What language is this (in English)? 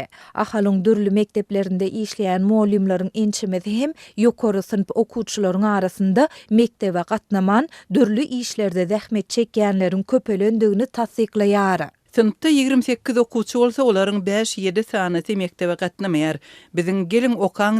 Turkmen